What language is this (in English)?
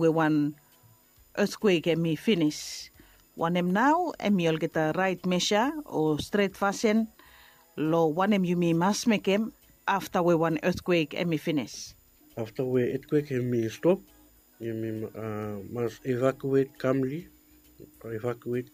Bislama